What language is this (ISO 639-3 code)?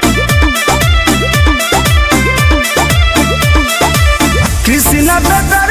bho